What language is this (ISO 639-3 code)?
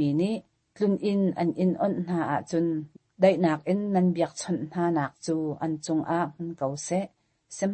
cnh